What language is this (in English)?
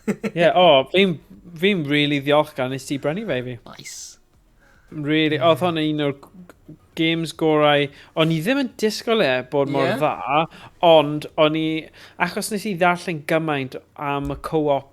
Welsh